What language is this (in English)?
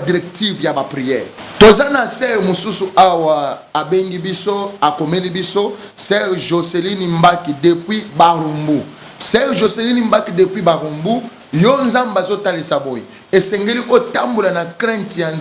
Lingala